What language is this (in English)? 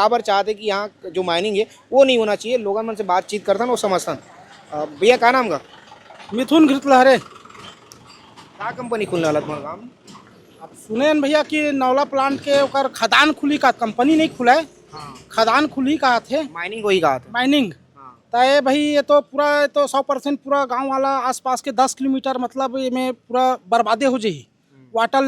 Chhattisgarhi